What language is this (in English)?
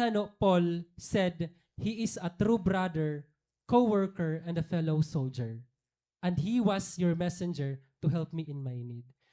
Waray